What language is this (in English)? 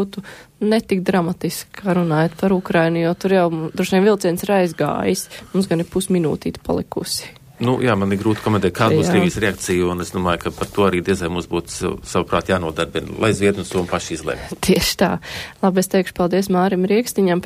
Latvian